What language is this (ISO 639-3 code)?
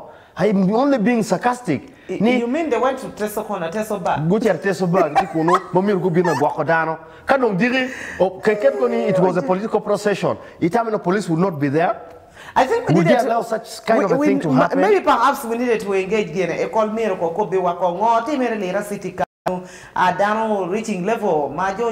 ach